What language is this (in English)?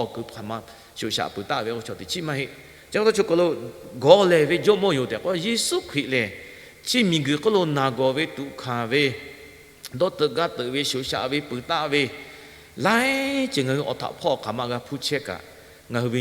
Lahu